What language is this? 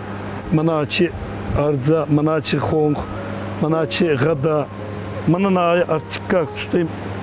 Ossetic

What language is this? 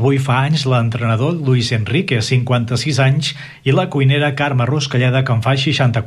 Catalan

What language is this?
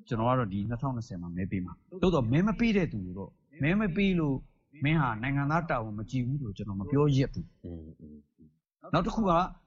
Burmese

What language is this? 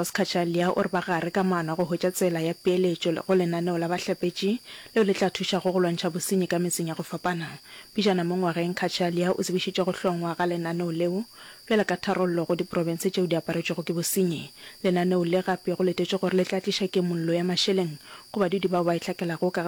Northern Sotho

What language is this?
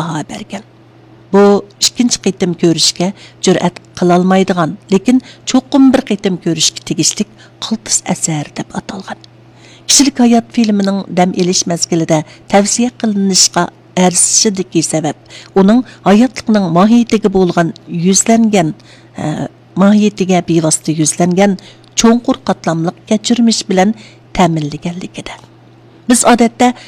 Uyghur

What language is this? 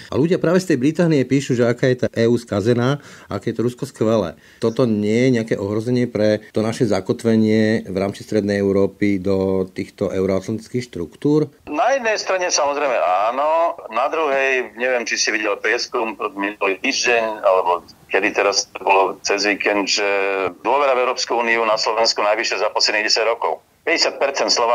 Slovak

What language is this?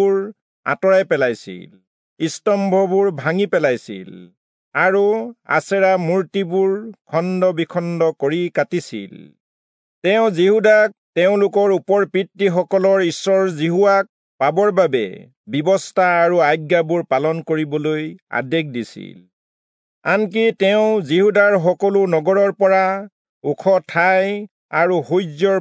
Assamese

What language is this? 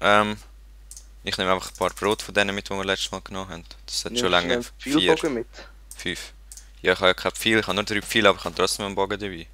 Swiss German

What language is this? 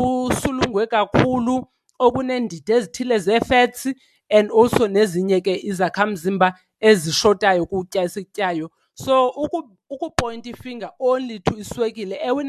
Xhosa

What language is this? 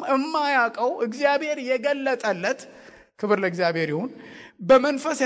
Amharic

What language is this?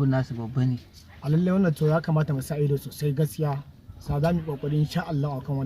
Hausa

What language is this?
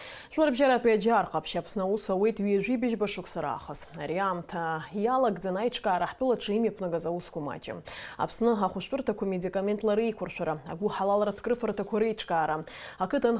Abkhazian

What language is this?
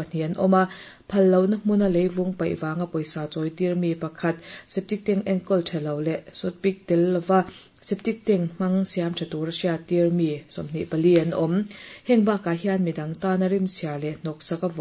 Mizo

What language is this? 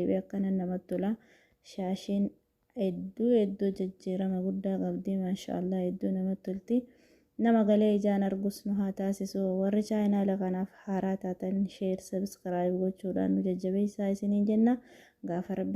Oromo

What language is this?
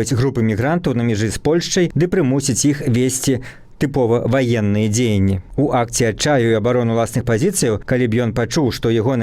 Belarusian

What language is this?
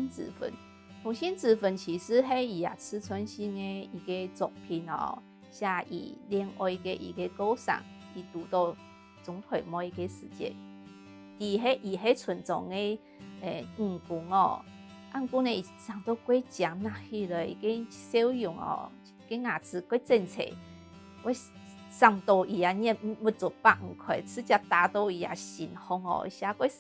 Hakka Chinese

